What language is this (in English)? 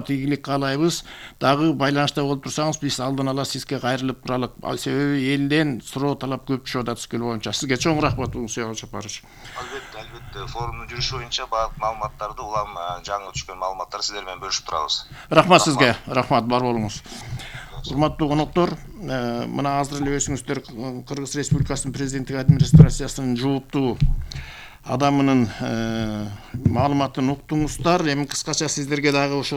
Kyrgyz